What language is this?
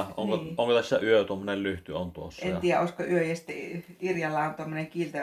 Finnish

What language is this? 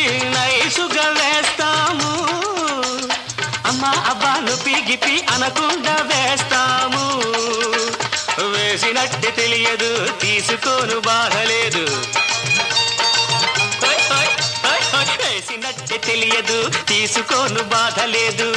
Telugu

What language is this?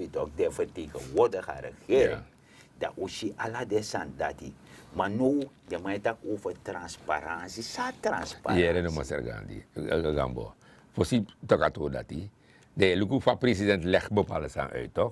Sranan Tongo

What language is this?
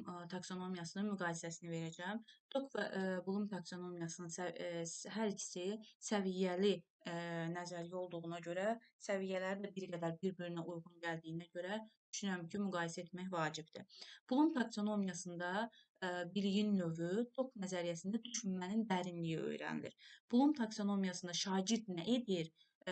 Azerbaijani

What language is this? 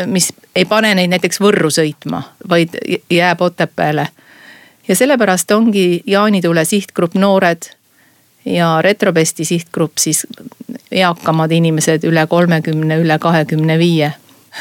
Estonian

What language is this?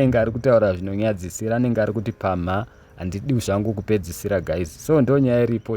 Shona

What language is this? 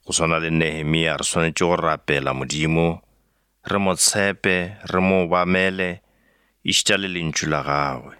Northern Sotho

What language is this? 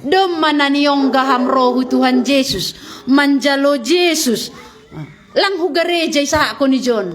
Batak Simalungun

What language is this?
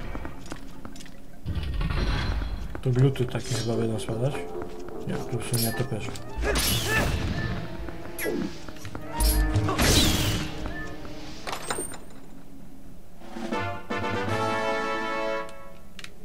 Polish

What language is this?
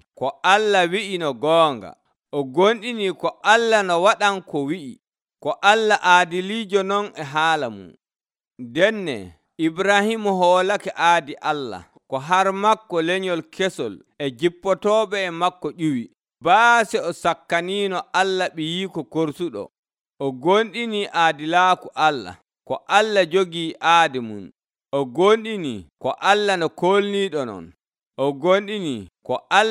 Nigerian Fulfulde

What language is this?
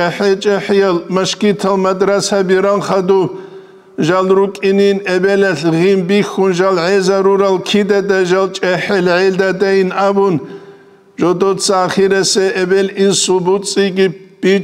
Avaric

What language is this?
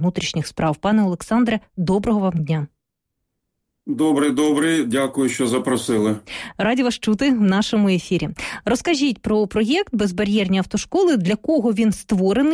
Ukrainian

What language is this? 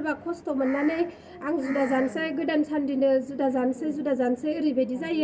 Bodo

